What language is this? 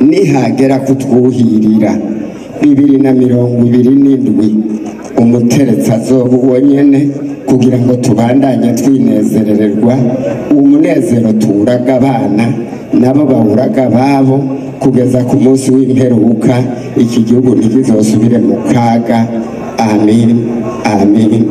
Rundi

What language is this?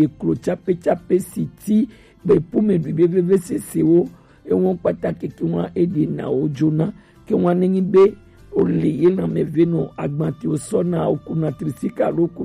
Gen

